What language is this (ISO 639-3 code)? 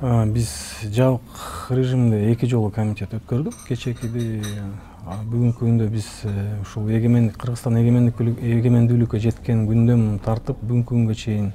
kir